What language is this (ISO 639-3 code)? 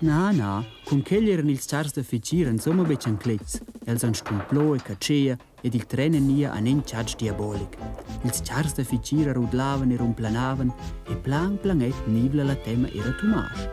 roh